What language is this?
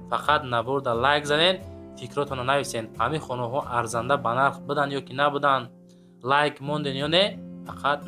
Tajik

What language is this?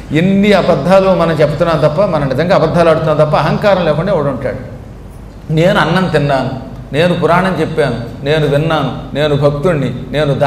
Telugu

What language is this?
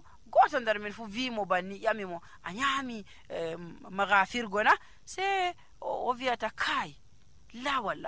Nigerian Fulfulde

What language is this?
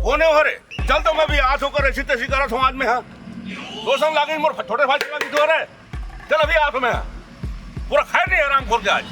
Chhattisgarhi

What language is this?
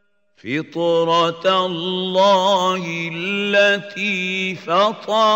Bosnian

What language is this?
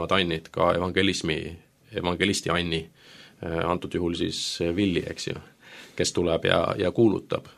Estonian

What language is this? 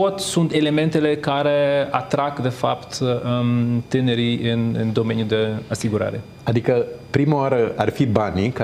Romanian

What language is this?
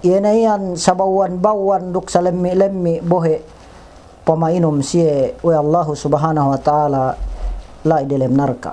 Yakan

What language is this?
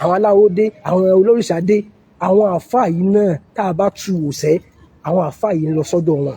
Yoruba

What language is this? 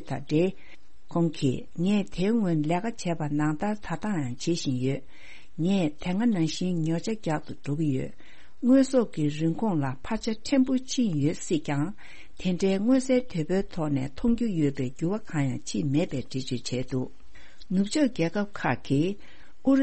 Tibetan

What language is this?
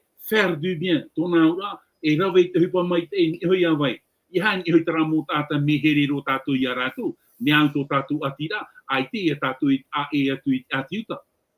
Tahitian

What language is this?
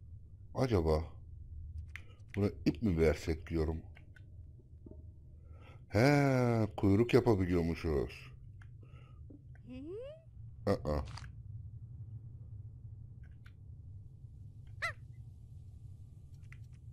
Turkish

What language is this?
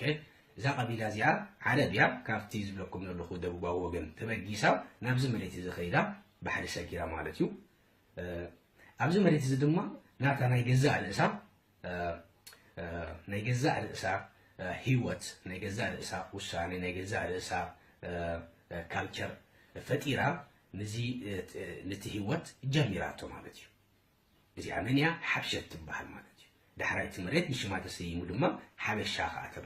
Tigrinya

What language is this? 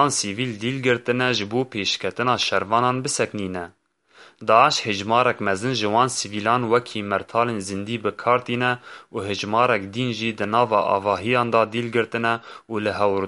Kurdish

